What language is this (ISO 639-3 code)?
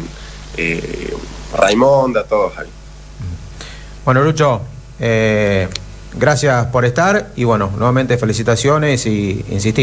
spa